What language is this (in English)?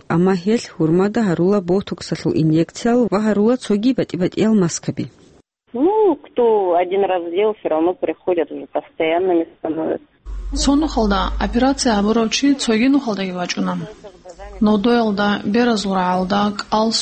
Avaric